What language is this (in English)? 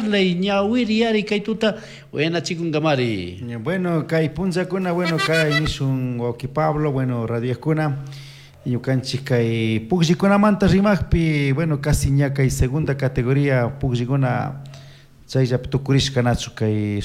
Chimborazo Highland Quichua